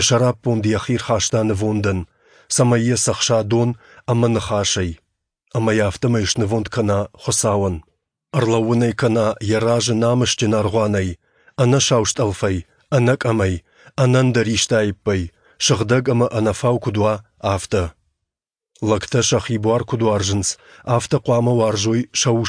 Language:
Ossetic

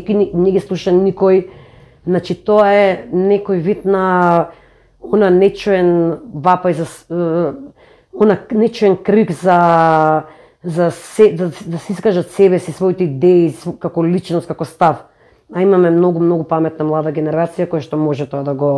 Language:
Macedonian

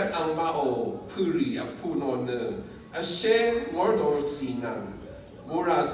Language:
Rawang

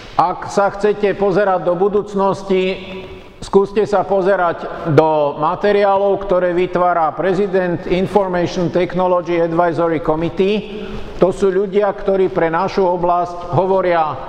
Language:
Slovak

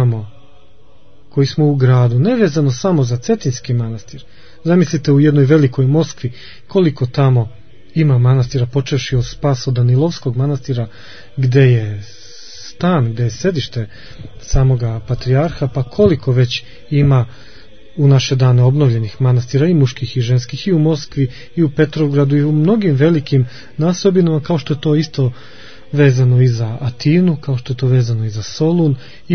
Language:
Serbian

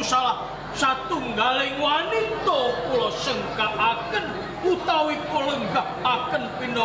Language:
Javanese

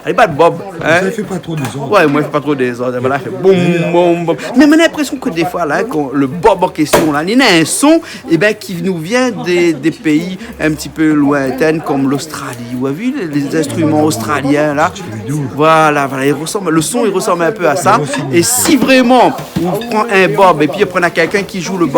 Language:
Réunion Creole French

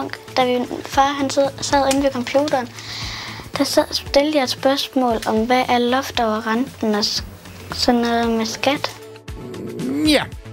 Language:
Danish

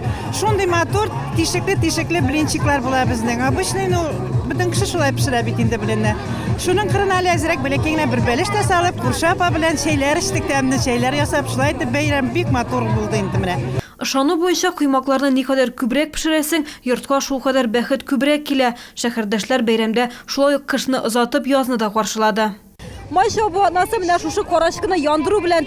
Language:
Tatar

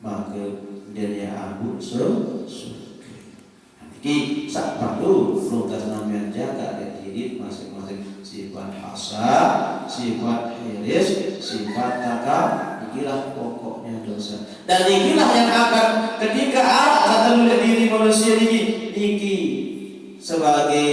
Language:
Sasak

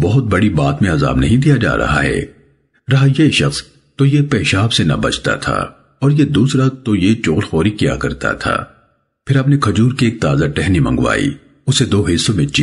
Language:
Urdu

